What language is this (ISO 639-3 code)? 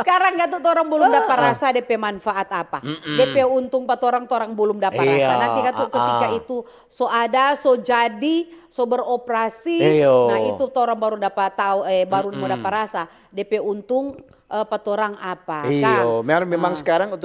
xmm